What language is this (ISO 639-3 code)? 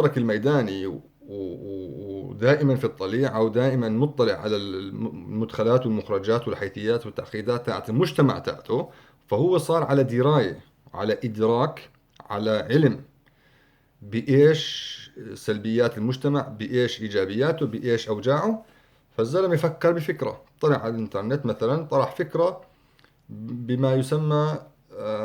apc